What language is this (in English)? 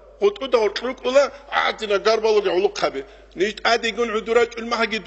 Avaric